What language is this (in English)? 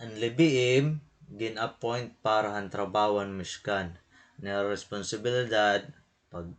Waray